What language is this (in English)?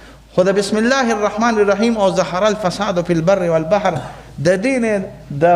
Pashto